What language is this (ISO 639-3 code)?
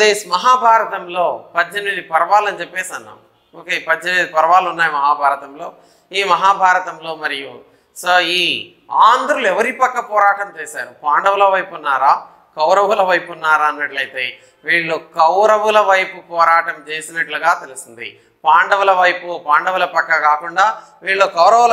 tel